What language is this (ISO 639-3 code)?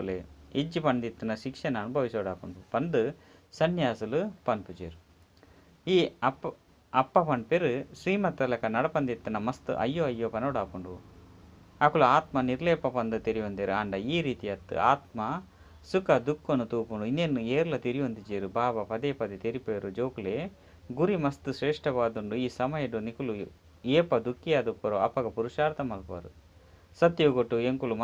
tcy